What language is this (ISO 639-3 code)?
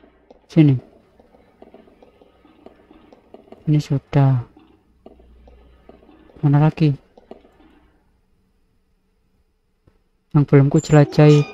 ind